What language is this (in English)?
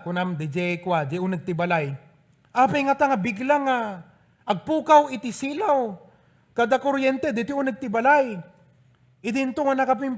Iloko